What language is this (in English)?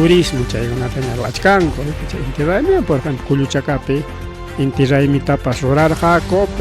Ayacucho Quechua